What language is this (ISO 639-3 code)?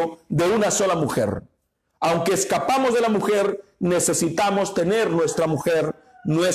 spa